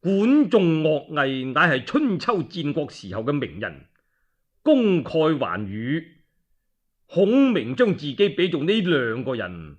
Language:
Cantonese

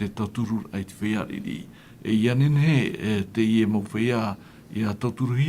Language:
Tahitian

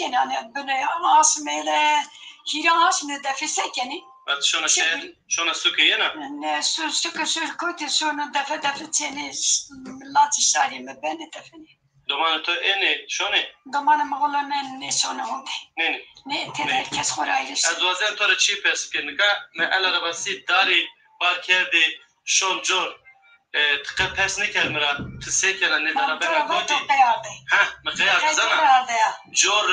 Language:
Zaza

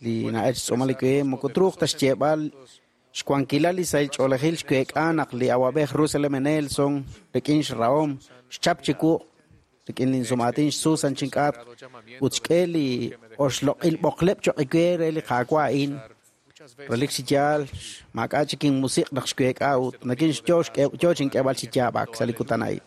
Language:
Kekchí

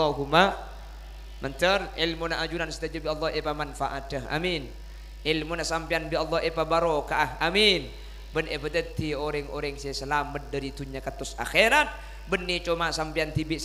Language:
Madurese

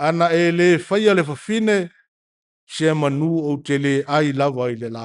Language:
Samoan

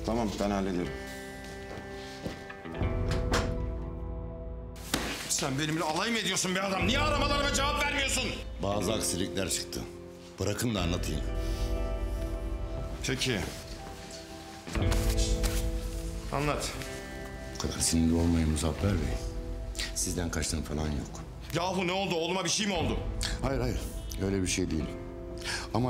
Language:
Turkish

